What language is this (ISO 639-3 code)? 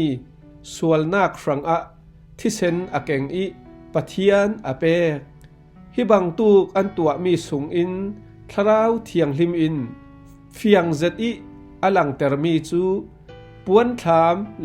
cfm